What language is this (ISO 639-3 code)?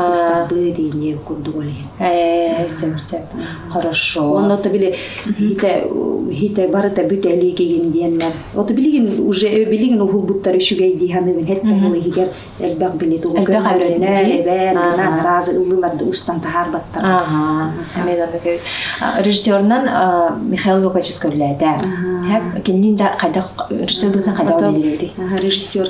sah